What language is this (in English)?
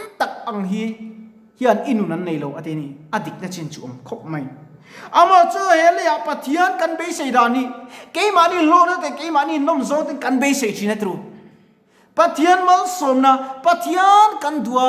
Mizo